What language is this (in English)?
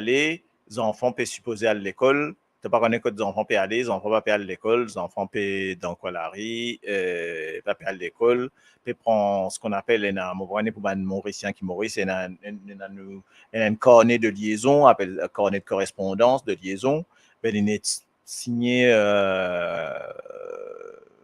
Morisyen